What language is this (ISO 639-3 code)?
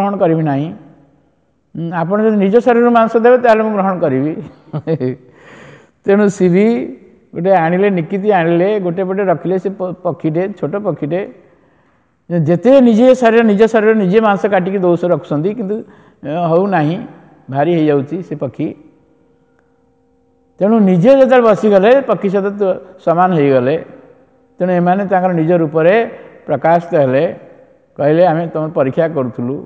ori